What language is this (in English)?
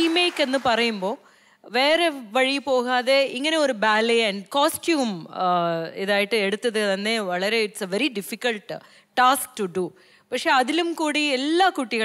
Malayalam